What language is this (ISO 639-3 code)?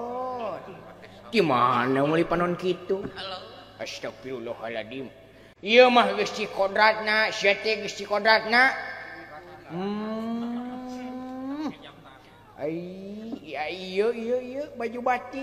sun